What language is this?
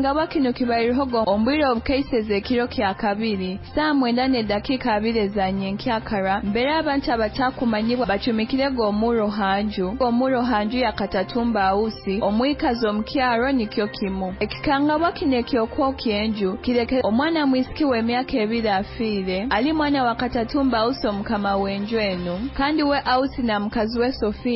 Nyoro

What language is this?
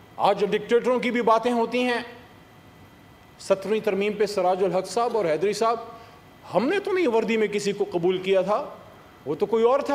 Urdu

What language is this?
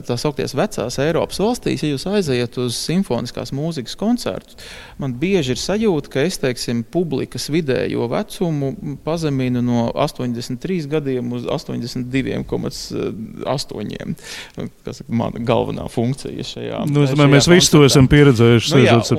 Latvian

